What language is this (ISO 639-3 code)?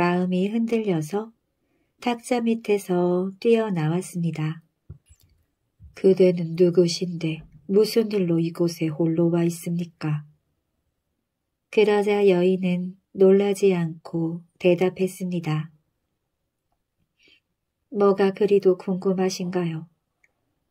kor